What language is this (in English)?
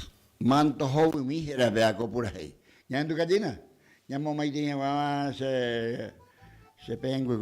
Guarani